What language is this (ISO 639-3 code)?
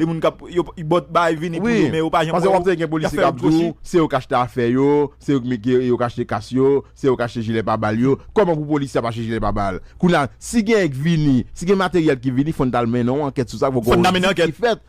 hat